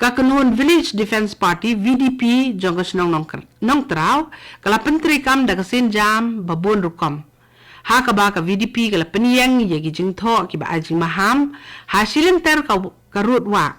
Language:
Khasi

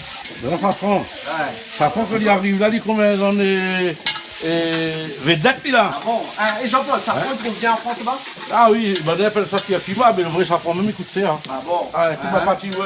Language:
Réunion Creole French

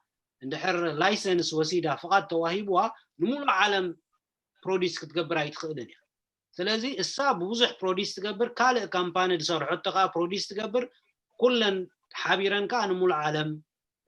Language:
Tigrinya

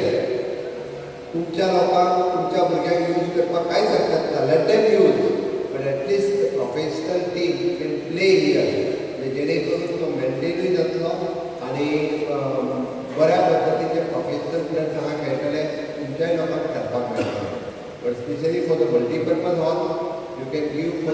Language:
Konkani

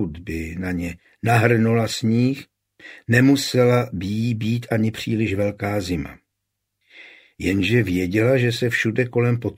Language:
Czech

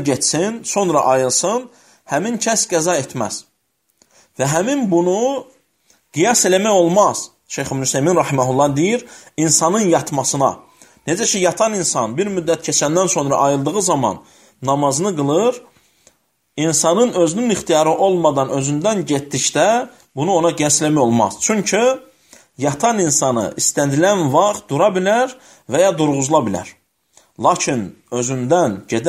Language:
Azerbaijani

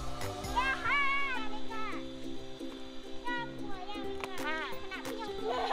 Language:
Thai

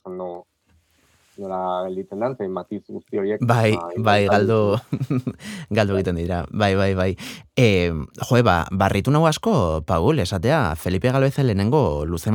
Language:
Basque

